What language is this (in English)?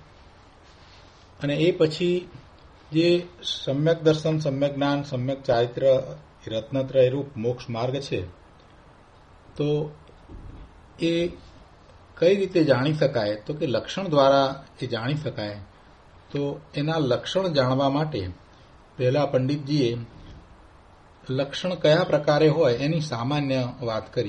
Gujarati